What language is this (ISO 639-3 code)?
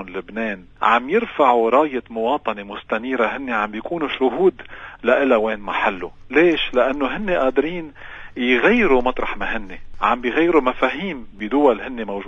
apc